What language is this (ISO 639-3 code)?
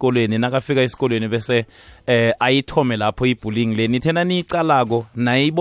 nbl